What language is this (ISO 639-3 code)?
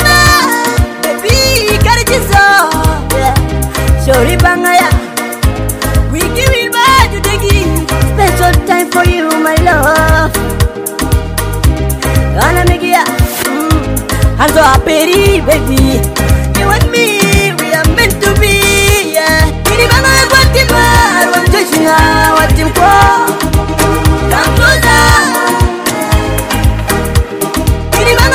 swa